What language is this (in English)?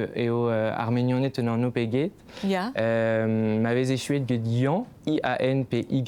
Breton